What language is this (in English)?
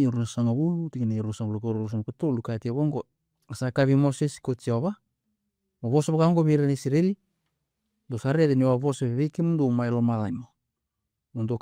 Fijian